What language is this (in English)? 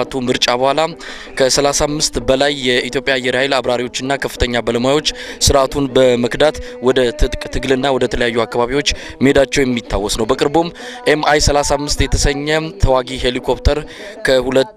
Amharic